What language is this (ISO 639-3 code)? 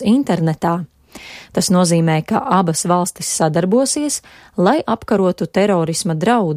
lav